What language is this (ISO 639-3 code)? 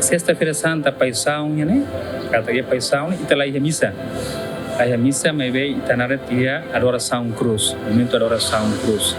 tet